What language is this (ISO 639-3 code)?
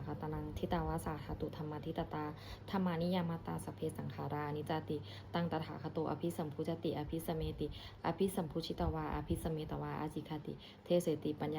pli